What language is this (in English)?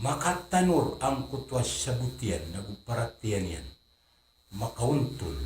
Maranao